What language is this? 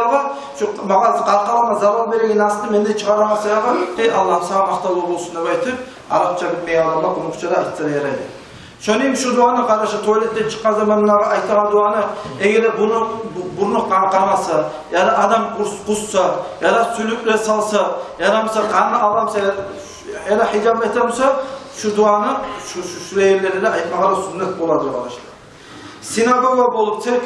Kumyk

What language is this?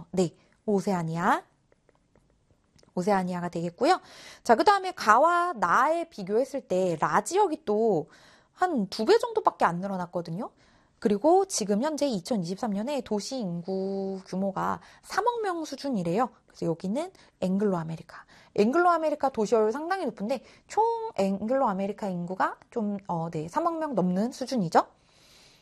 Korean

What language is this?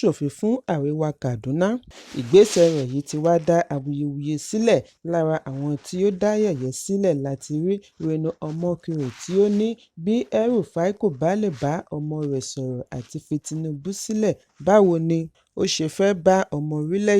Yoruba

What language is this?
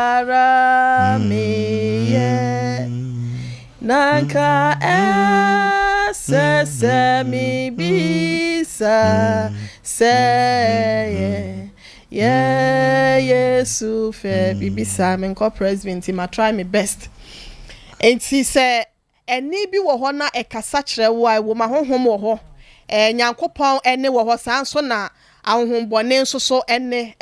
Akan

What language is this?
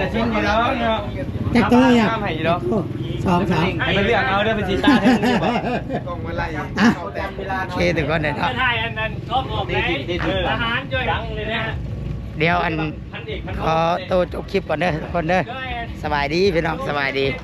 Lao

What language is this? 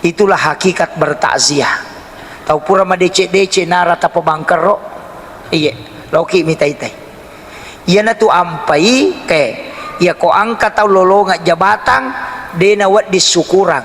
Buginese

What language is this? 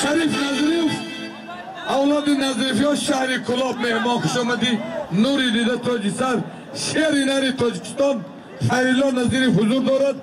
Tajik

